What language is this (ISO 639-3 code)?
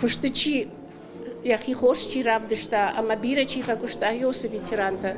oss